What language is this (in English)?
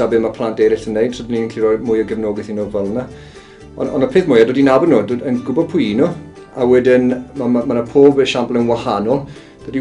Welsh